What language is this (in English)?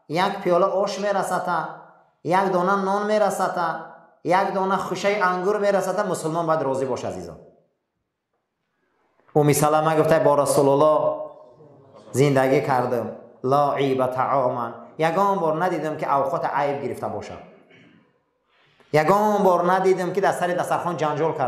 Persian